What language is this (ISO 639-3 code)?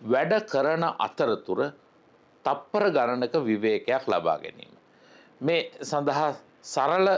sin